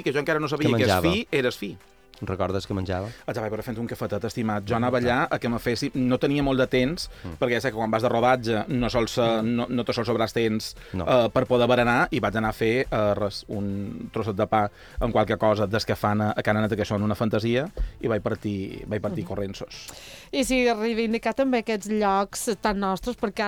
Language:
Catalan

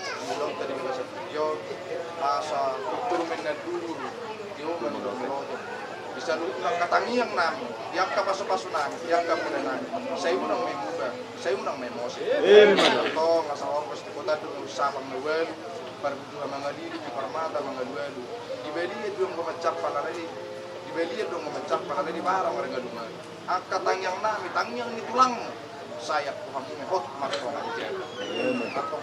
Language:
Batak Toba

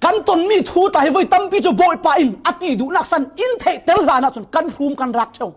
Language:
Falam Chin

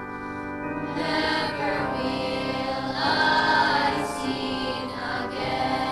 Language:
Hiligaynon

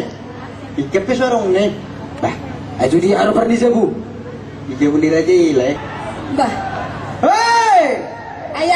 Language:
Batak Toba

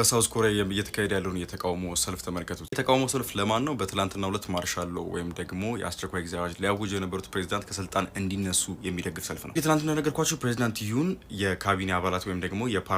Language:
Amharic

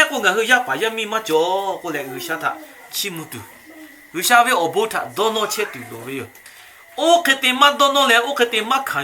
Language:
Lahu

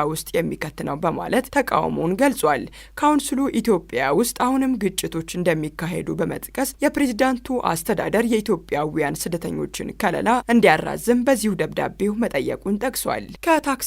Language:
Amharic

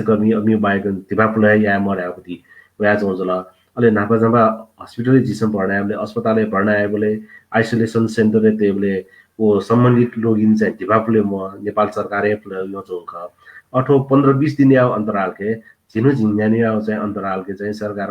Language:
Newari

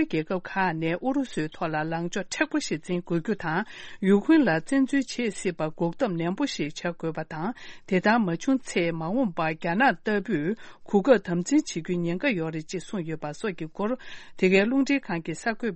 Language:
Tibetan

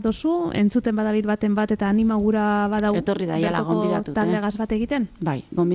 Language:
Basque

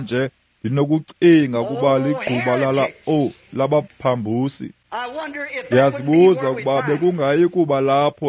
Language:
Xhosa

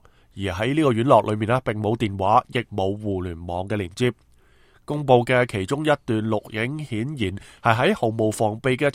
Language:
Cantonese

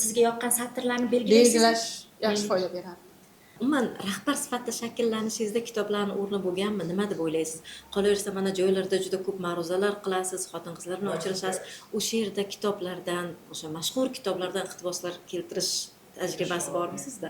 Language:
Uzbek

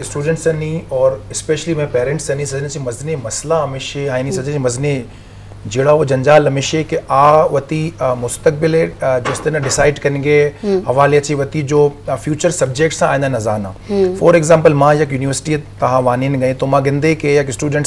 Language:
Baluchi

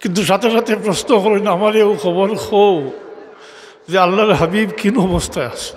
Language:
Sylheti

